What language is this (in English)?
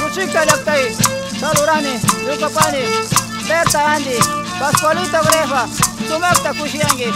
Napo Lowland Quechua